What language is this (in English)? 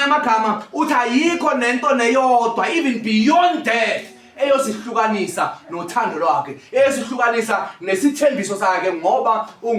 Zulu